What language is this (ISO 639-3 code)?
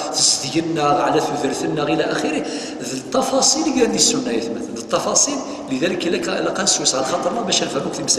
kab